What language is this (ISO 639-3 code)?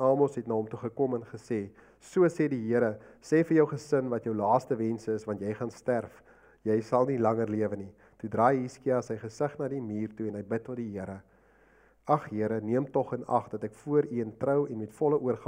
afr